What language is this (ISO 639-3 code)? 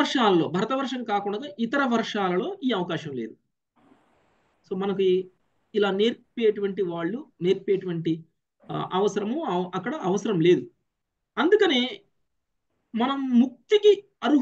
tel